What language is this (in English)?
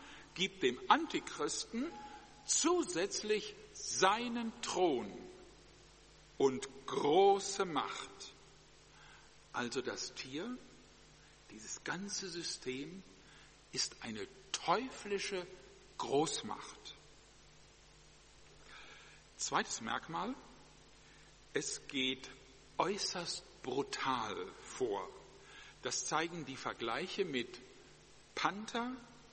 German